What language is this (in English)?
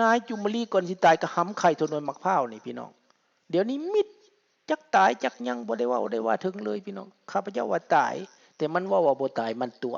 Lao